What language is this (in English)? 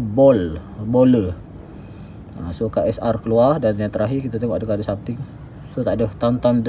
Malay